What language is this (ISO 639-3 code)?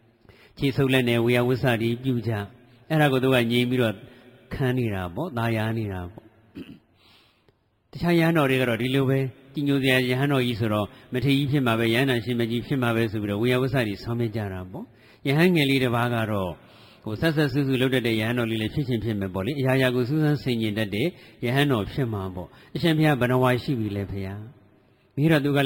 mya